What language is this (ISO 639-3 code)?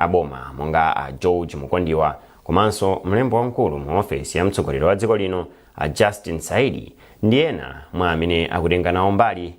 nya